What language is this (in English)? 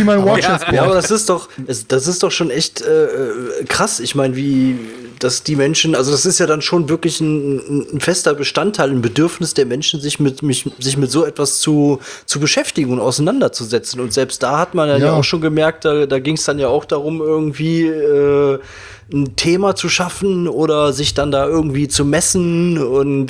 German